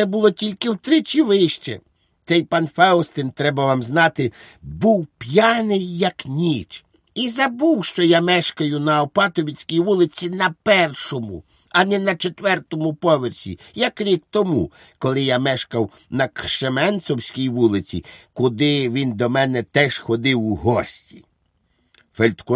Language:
Ukrainian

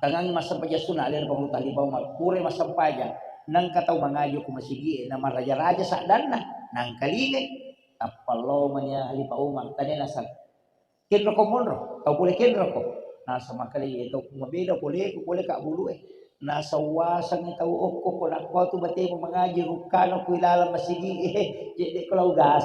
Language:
Buginese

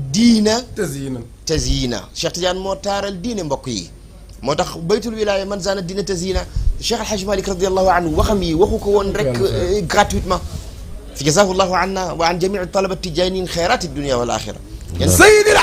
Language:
Wolof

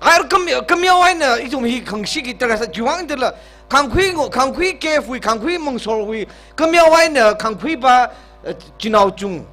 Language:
Tangkhul Naga (India)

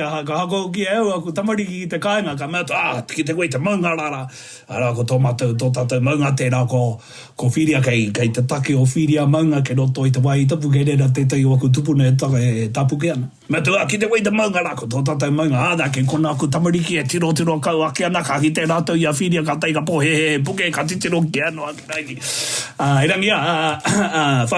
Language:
Māori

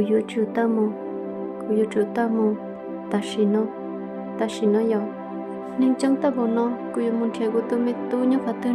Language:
Hmong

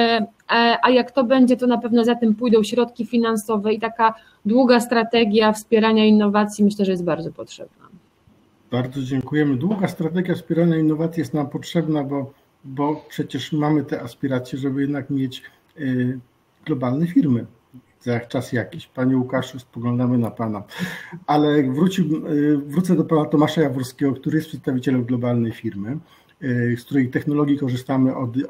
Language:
Polish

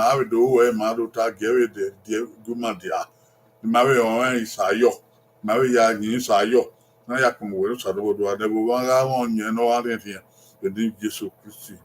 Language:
Bini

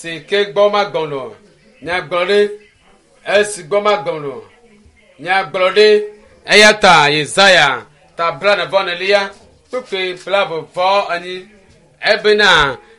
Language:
Ewe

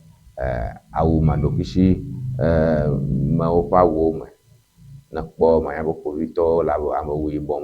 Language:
Ewe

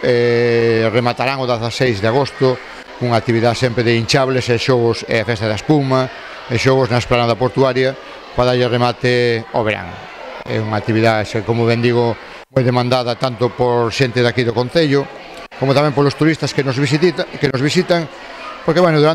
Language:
Galician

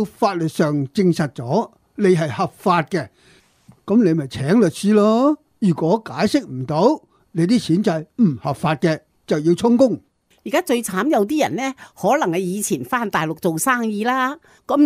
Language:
Cantonese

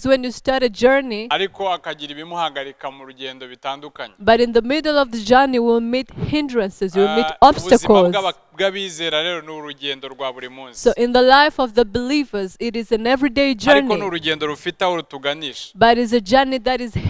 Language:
Kinyarwanda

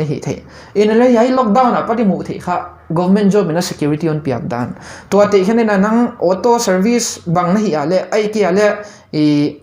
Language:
Paite Chin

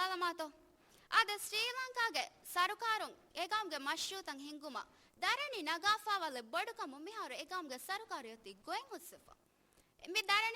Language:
Divehi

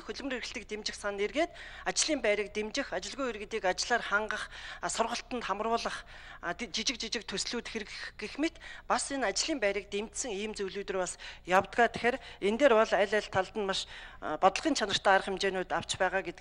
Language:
Mongolian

